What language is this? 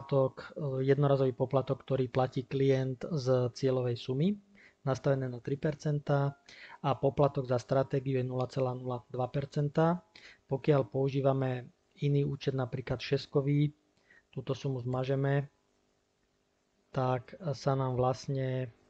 Slovak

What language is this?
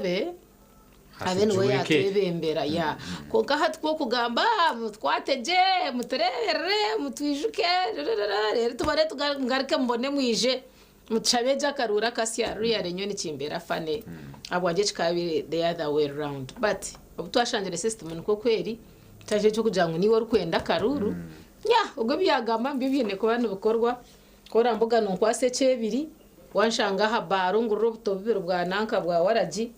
Nyankole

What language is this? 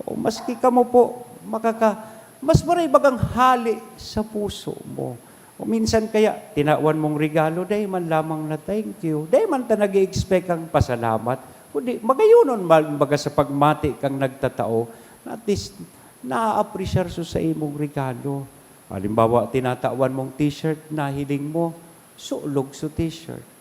Bikol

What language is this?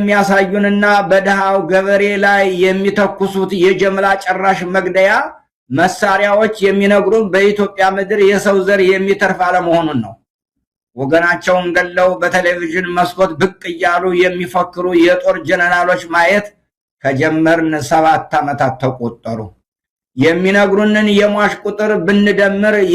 Amharic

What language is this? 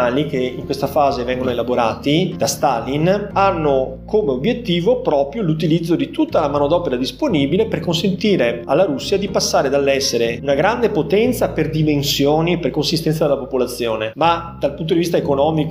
Italian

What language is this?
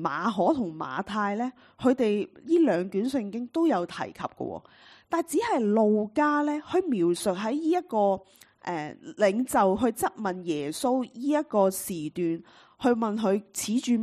Cantonese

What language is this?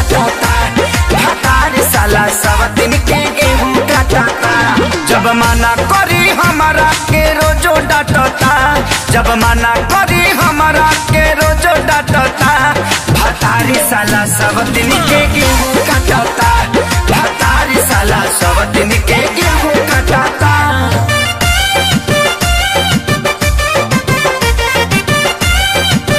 Bhojpuri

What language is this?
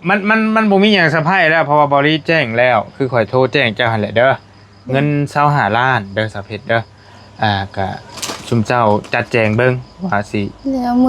Northeastern Thai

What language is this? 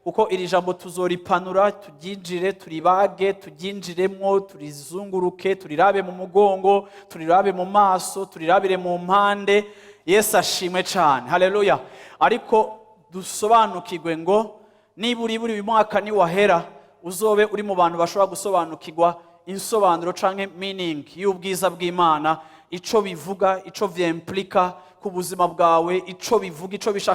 Rundi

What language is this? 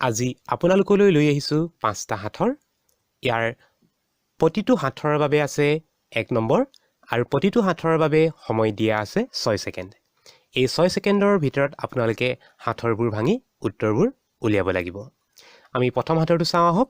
Assamese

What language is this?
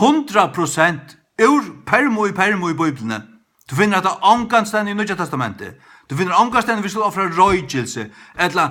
Faroese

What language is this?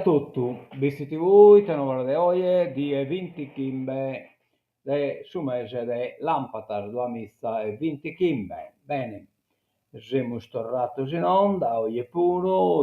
Sardinian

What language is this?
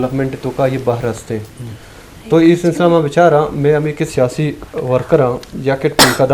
Eastern Balochi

